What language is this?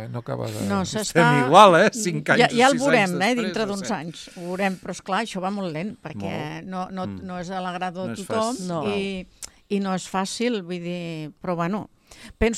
Catalan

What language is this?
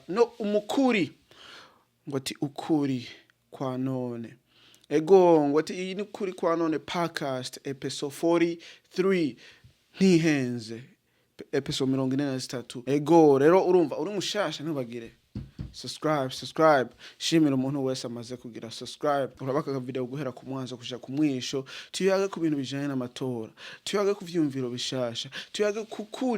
Rundi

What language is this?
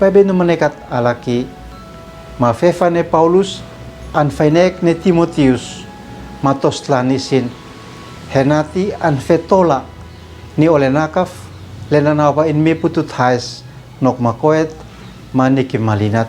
Uab Meto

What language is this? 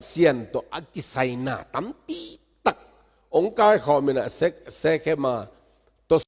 Tedim Chin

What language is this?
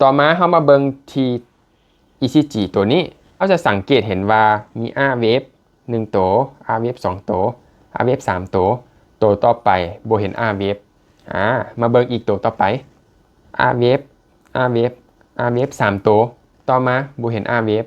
Lao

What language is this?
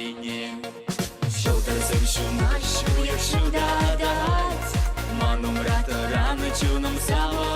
Chuvash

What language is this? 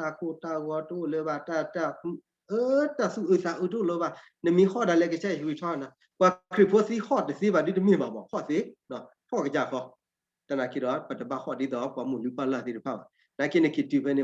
S'gaw Karen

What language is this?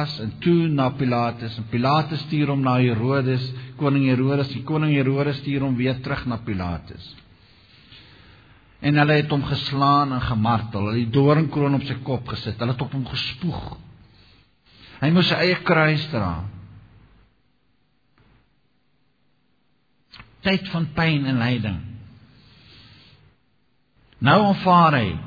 Afrikaans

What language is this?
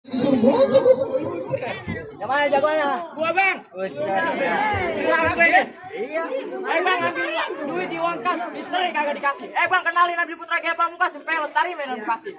Betawi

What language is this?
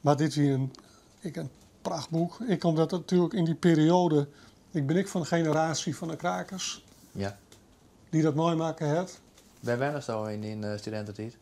Western Frisian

